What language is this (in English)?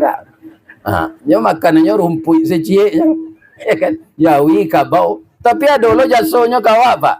Minangkabau